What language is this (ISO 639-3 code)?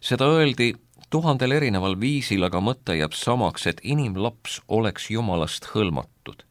est